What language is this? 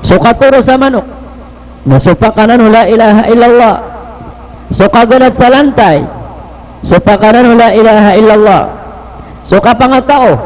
Maranao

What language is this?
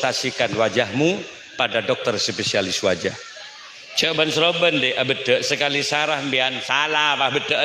Madurese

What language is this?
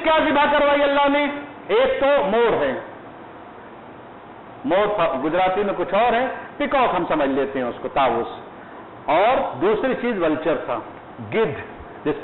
Urdu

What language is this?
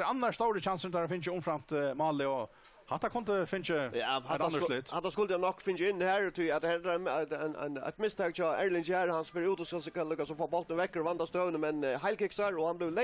Faroese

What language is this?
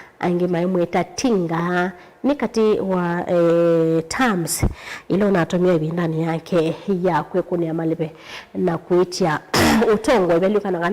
Kamba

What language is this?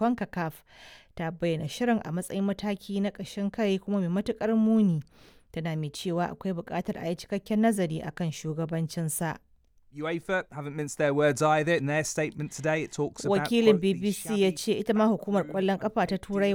Hausa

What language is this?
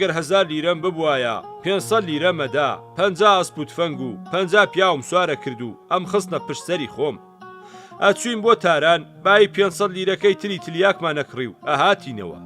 Central Kurdish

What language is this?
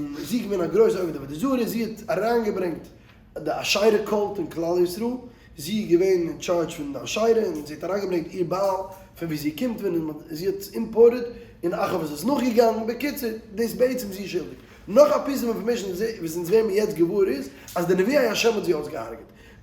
Yiddish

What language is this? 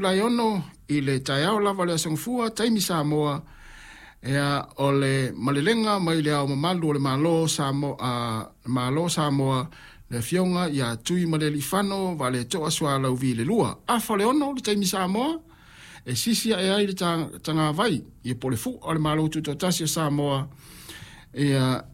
Samoan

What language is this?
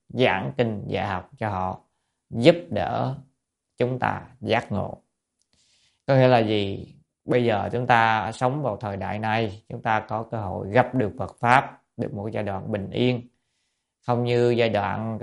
Vietnamese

